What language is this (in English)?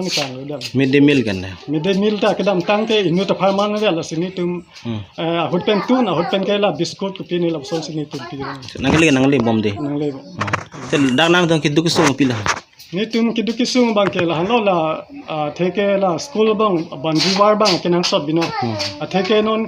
Karbi